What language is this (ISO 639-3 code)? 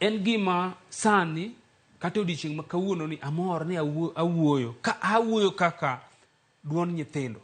luo